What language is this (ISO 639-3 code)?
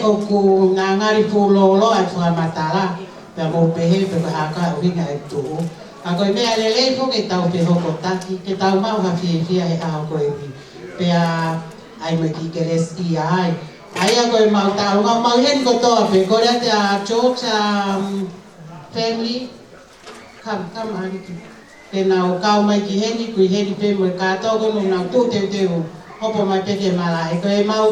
ton